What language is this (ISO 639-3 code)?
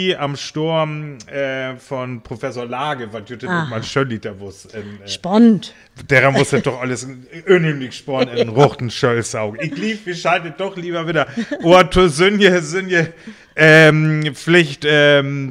frr